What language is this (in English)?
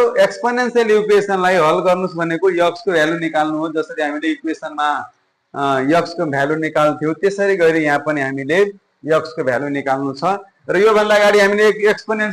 Nepali